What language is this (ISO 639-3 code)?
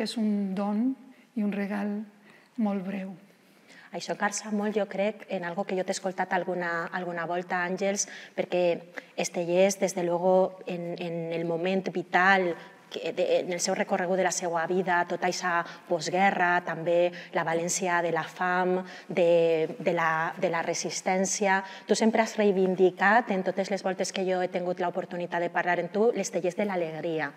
cat